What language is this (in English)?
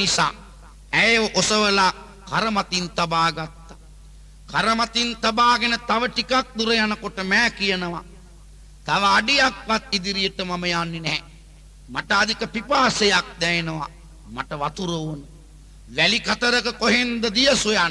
Sinhala